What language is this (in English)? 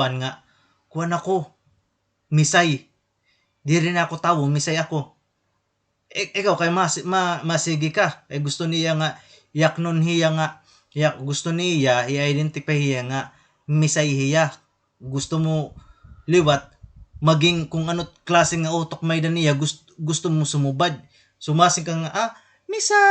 Waray